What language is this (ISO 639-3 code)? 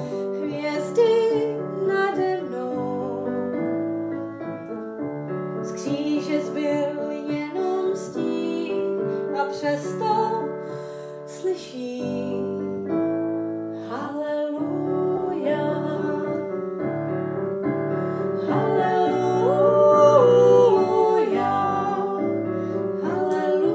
ces